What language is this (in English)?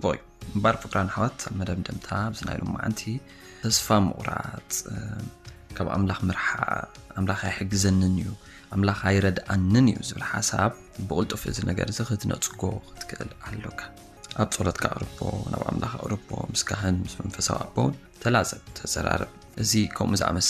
Tigrinya